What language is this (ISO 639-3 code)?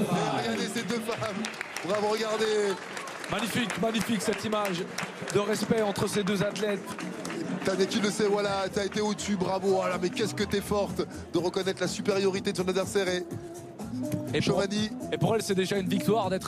fra